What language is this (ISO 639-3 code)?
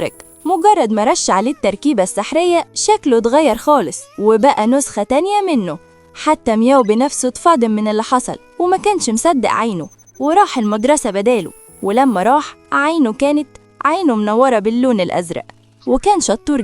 arz